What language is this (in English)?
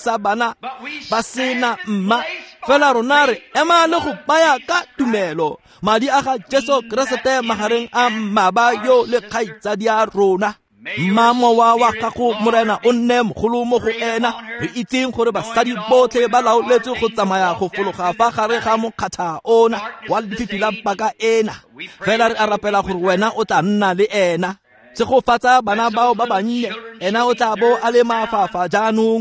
Tswana